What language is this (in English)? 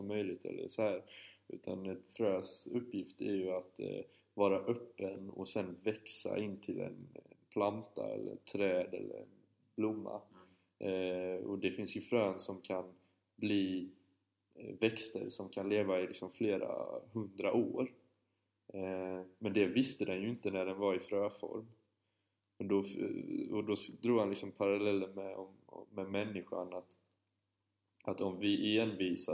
Swedish